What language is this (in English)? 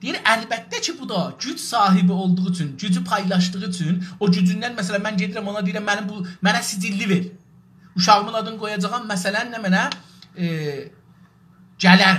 South Azerbaijani